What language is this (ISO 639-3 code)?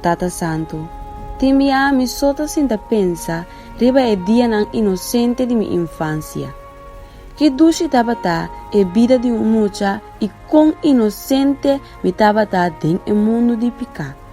pap